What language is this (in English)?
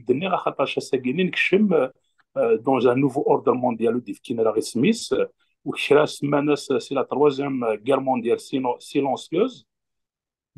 Kabyle